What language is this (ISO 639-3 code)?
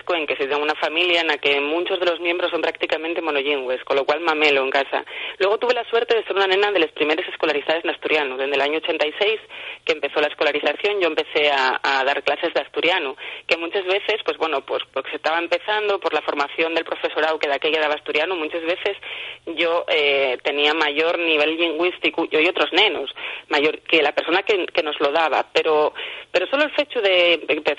ast